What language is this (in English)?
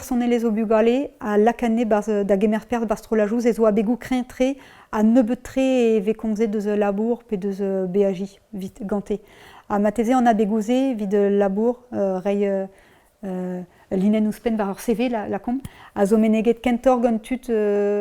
Breton